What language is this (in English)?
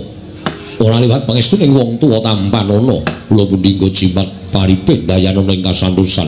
Javanese